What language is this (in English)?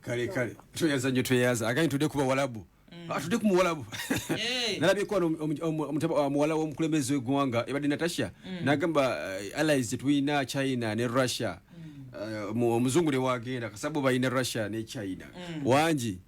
Ganda